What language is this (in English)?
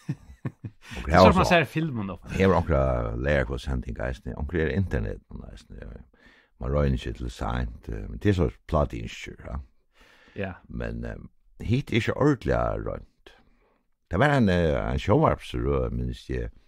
Faroese